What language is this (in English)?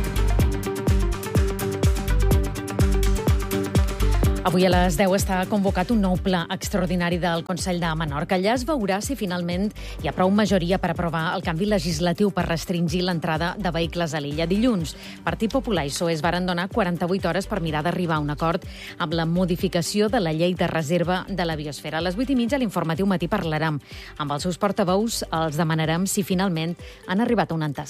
Catalan